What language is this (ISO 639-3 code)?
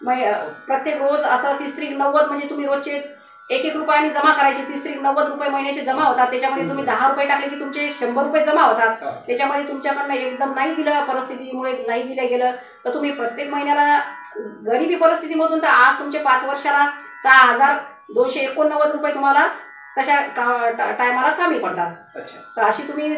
mar